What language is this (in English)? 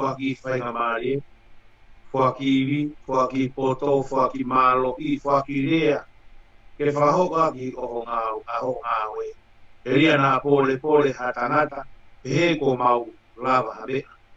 Tongan